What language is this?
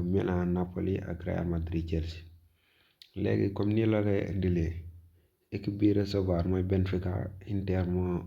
Wolof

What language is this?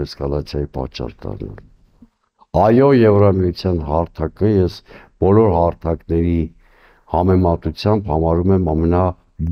Armenian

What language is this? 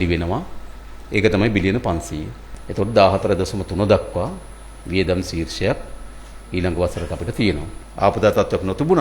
Sinhala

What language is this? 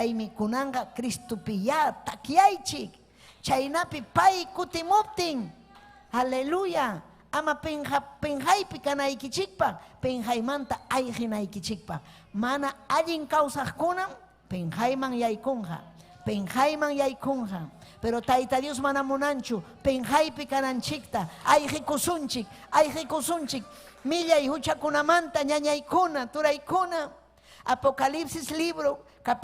Ayacucho Quechua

